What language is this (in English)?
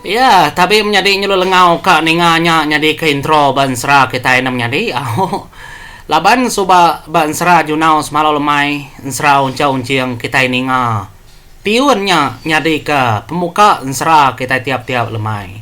Iban